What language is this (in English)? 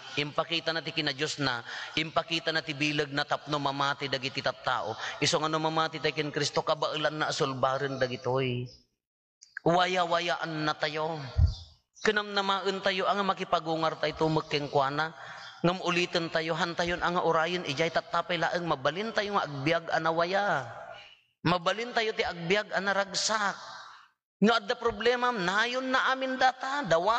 Iloko